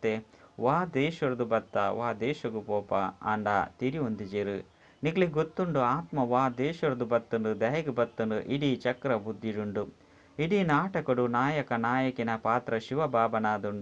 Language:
Tulu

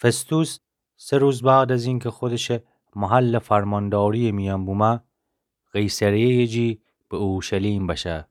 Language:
Gilaki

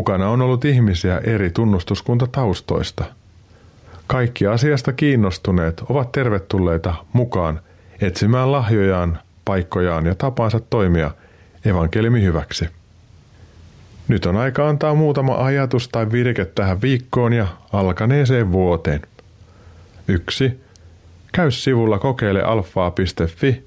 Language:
Finnish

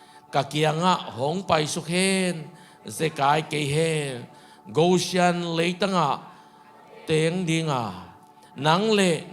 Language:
Tedim Chin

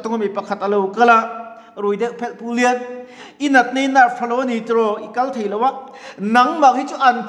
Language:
Mizo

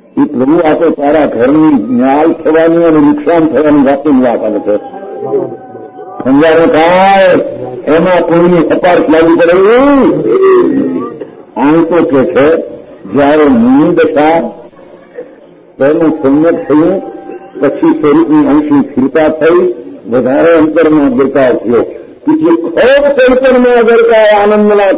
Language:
Gujarati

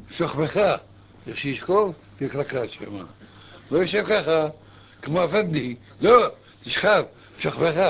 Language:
Hebrew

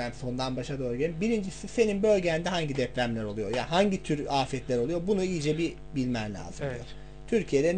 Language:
Turkish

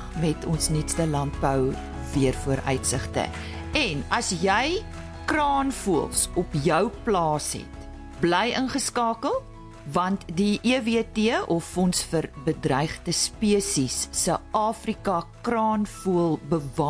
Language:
Afrikaans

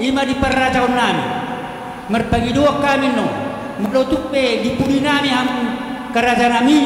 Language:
Batak Toba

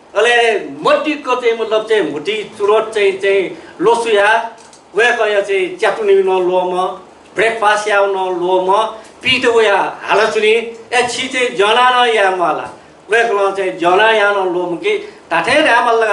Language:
Newari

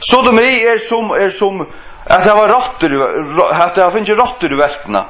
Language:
Faroese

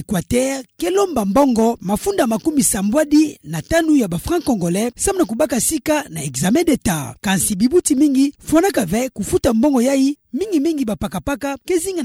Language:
Kituba (Democratic Republic of Congo)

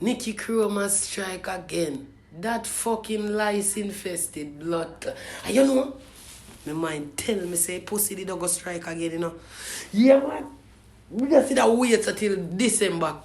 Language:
Jamaican Creole English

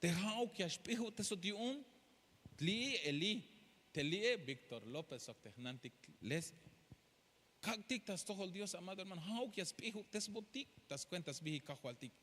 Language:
Tzeltal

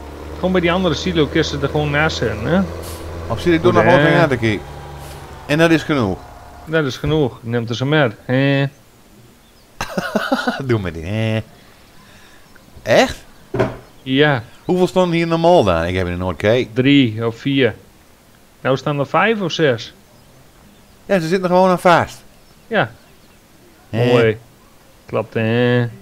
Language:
Dutch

